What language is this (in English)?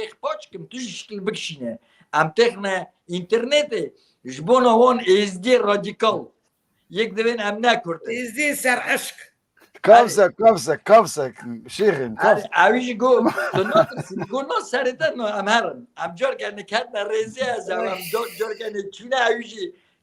Kurdish